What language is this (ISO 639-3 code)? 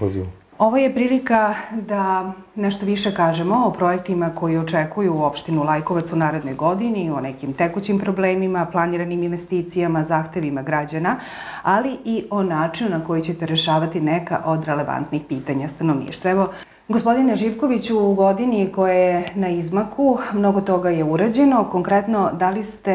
srp